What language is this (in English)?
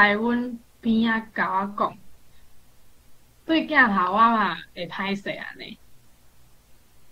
Min Nan Chinese